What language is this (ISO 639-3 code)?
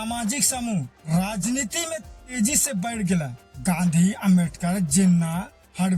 sck